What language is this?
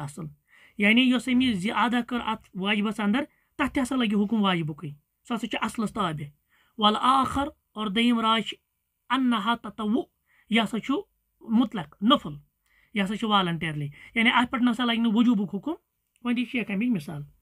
Kashmiri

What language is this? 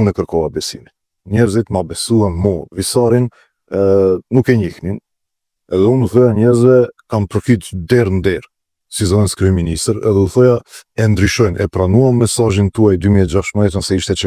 Albanian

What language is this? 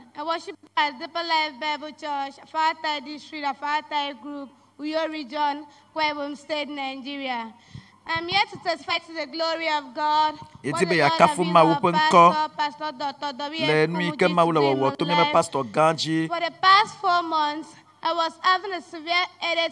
Ewe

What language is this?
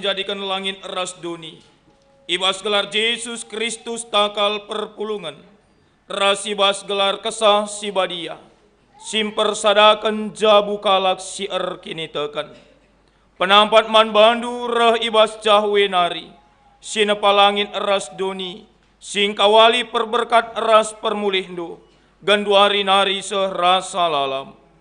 Batak Karo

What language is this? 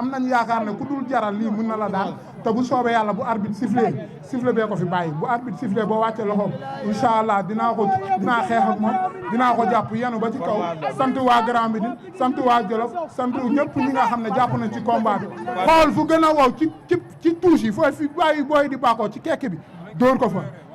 Wolof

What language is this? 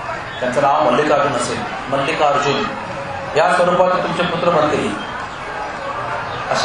Marathi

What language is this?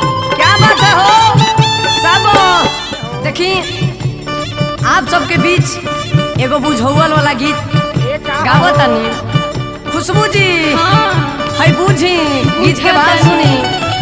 Bhojpuri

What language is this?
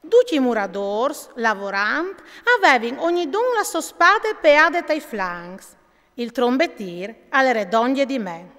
Friulian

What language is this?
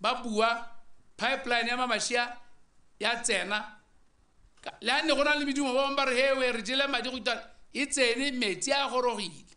Tswana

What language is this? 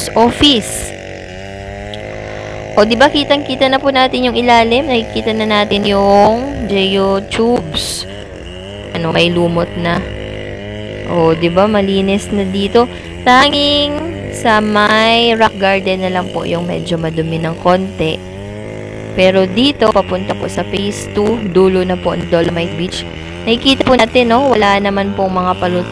Filipino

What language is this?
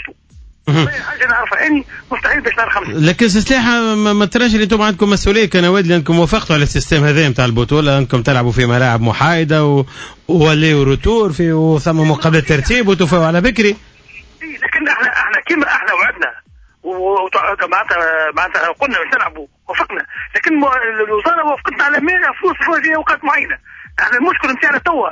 Tunisian Arabic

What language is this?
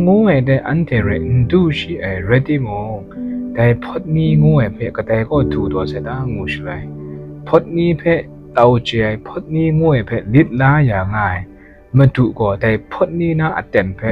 Kachin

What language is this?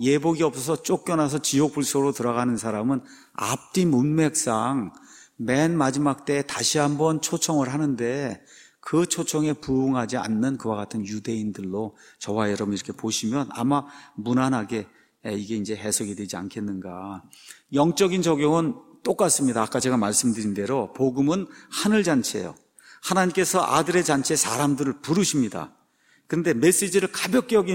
Korean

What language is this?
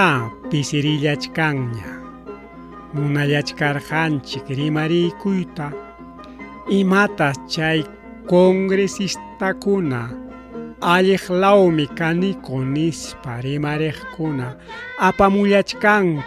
Ayacucho Quechua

